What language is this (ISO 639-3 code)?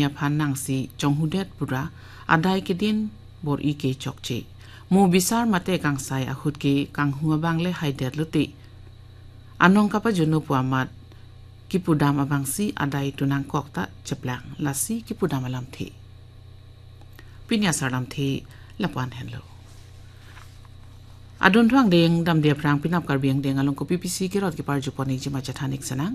mjw